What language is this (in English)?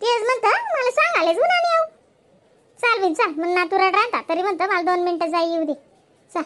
Khandesi